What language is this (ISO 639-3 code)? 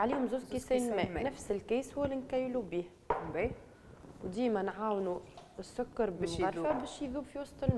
aeb